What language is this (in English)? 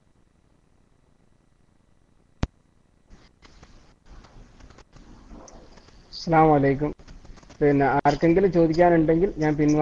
Malayalam